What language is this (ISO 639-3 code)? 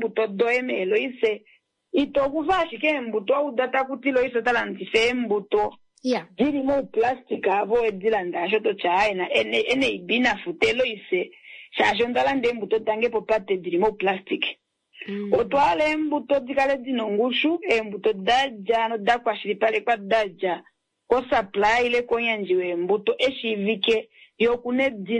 kua